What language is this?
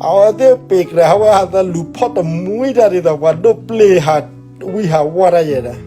S'gaw Karen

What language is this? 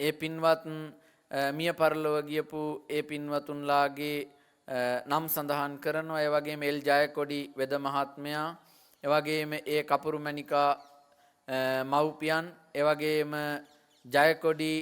Sinhala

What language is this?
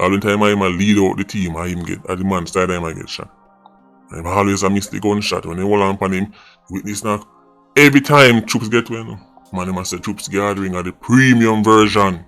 Jamaican Creole English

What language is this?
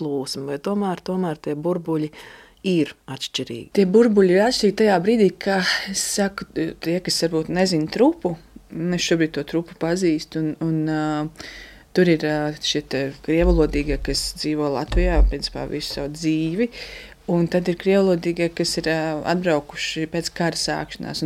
Latvian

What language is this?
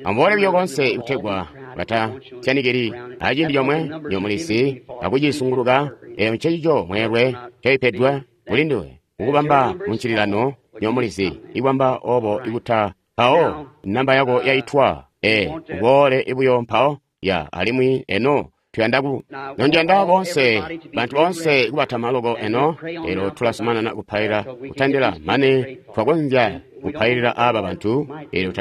Tonga (Zambia)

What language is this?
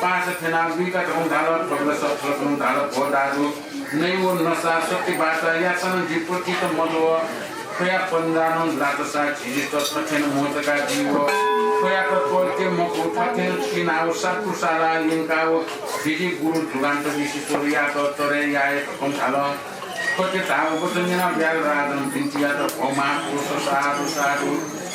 Newari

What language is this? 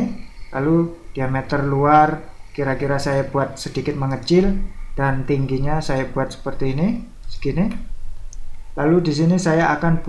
Indonesian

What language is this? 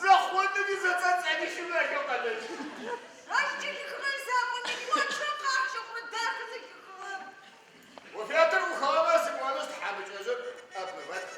Adyghe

